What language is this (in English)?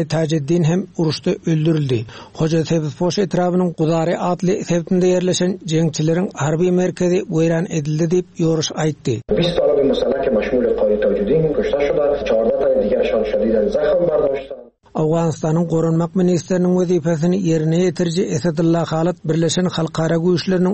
Turkmen